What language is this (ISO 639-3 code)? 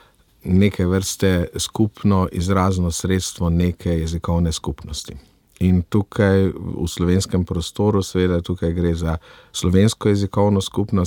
slv